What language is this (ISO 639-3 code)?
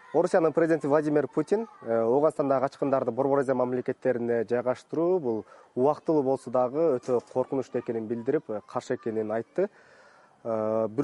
kir